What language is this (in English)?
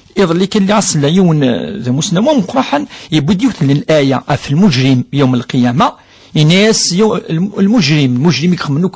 Kabyle